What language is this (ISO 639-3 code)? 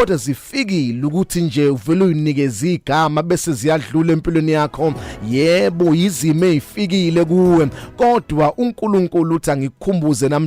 zul